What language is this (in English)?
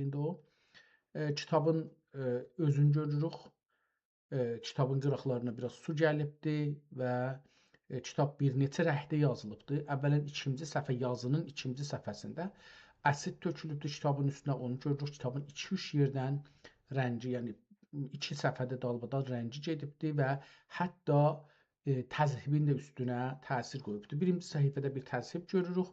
South Azerbaijani